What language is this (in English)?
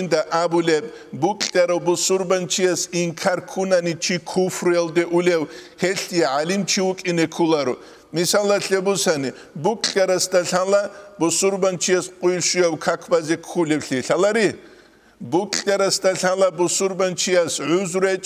Avaric